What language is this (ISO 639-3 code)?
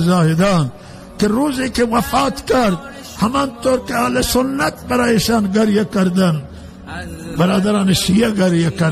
fas